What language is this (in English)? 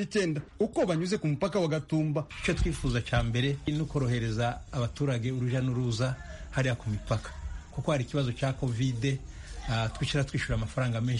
Kinyarwanda